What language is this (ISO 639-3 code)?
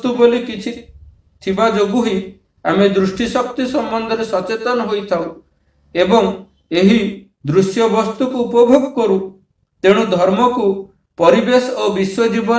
ori